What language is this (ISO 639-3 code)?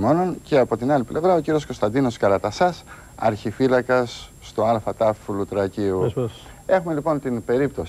ell